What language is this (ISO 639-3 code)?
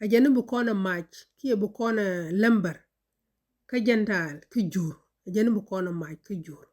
nus